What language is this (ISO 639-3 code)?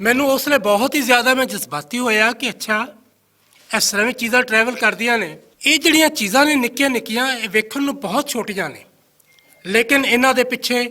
lah